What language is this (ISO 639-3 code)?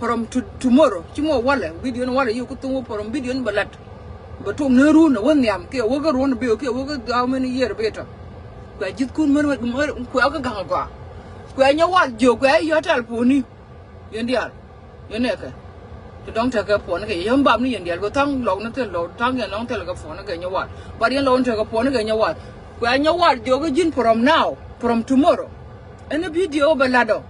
nus